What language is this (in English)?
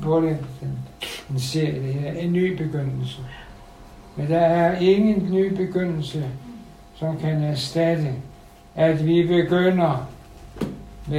Danish